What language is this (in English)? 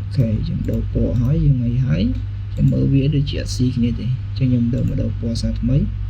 Khmer